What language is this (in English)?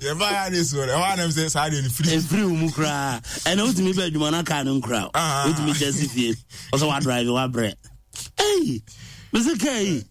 Akan